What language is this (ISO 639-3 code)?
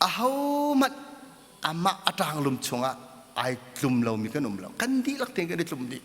cnh